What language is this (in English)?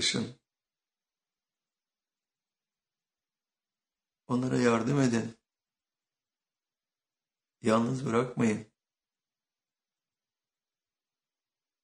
Turkish